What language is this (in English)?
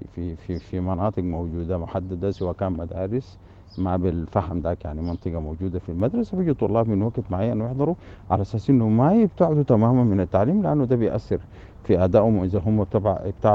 Sudanese Arabic